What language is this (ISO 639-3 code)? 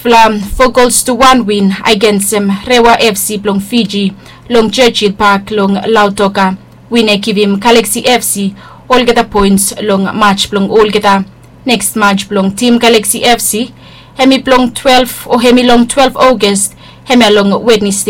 bis